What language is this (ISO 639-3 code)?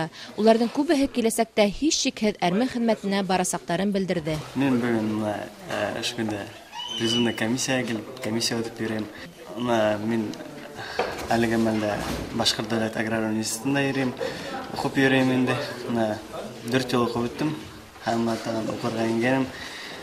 bak